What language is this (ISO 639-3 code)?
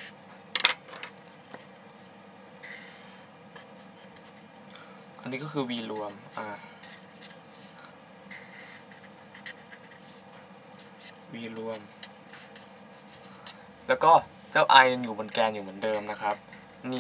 tha